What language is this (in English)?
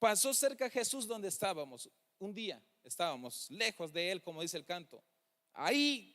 Tzeltal